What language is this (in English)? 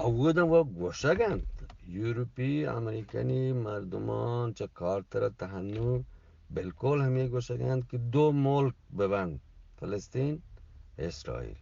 Eastern Balochi